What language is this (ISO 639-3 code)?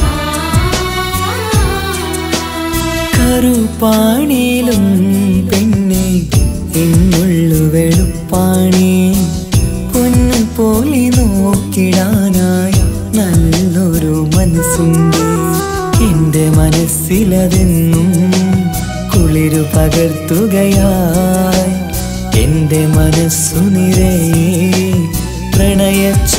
mal